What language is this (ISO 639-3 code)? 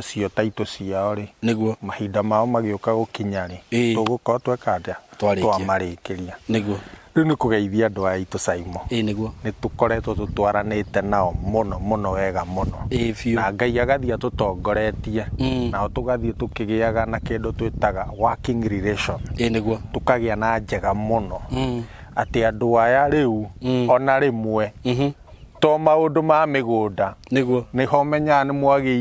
kik